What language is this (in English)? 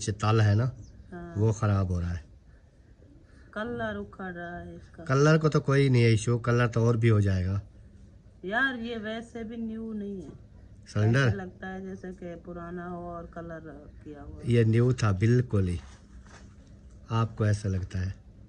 Hindi